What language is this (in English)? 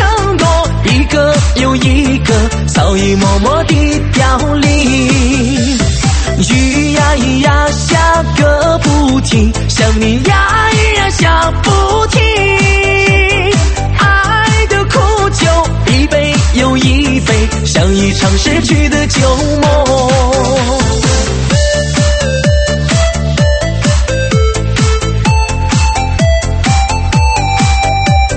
Chinese